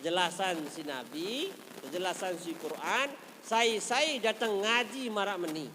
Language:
Sasak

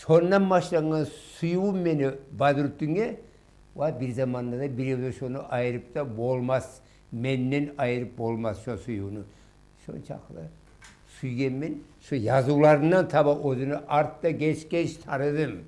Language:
Kumyk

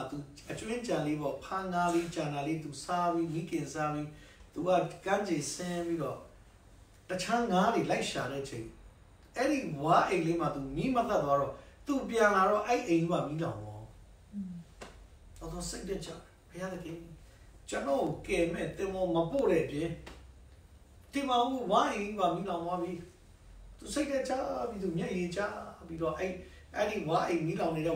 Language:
Burmese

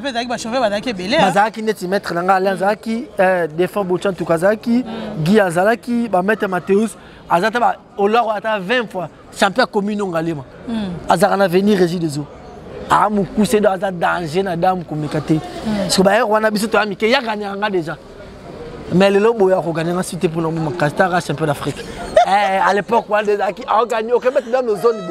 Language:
Lingala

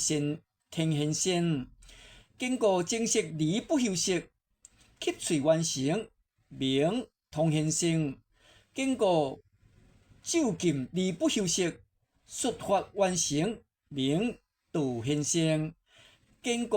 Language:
Min Nan Chinese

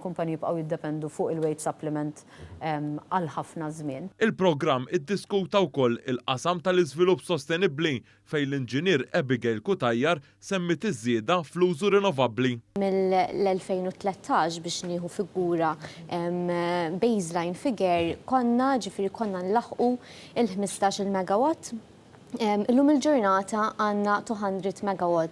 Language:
Maltese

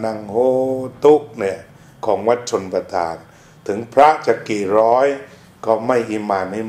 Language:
Thai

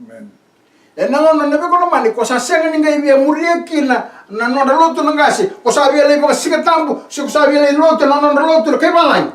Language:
Fijian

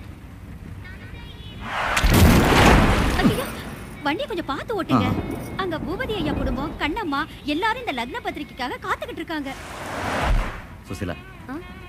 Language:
Tamil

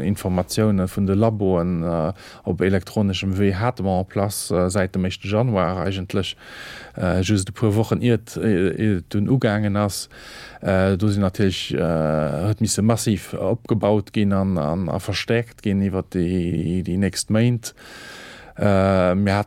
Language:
Luxembourgish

